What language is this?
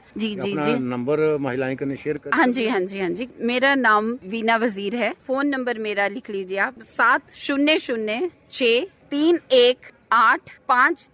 Dogri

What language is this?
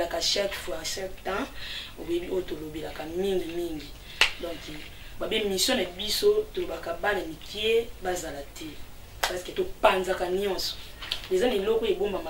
Lingala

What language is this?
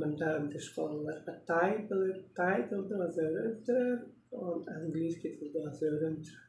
Tuvinian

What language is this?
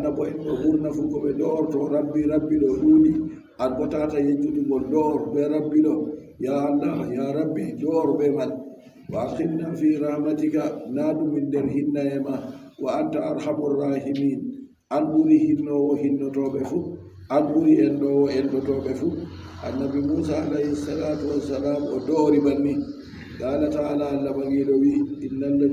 Adamawa Fulfulde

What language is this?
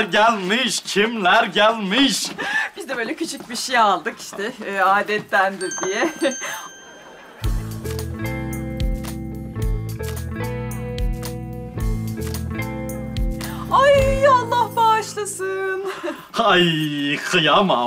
Turkish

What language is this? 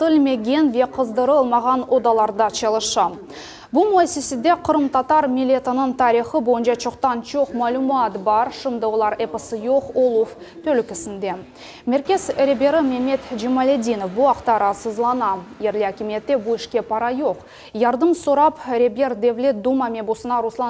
Crimean Tatar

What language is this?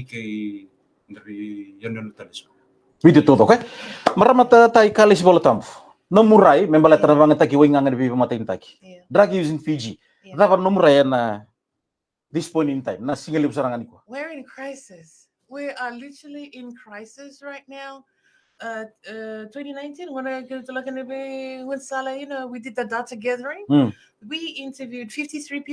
Fijian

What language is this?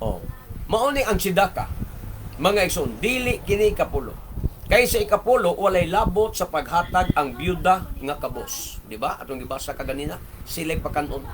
Cebuano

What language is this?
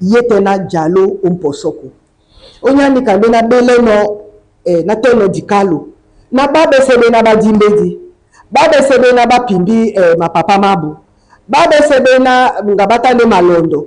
Duala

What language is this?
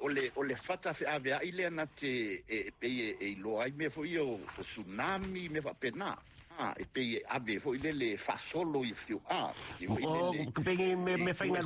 Samoan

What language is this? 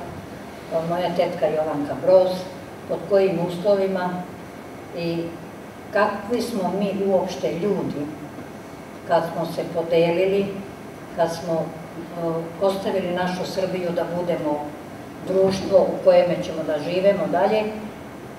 Serbian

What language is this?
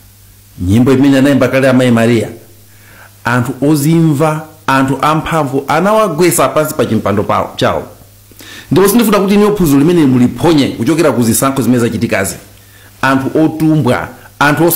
Nyanja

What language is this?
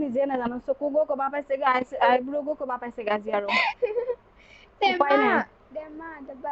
Assamese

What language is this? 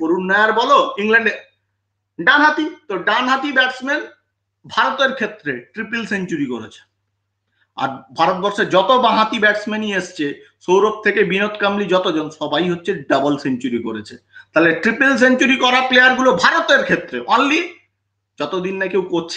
Bangla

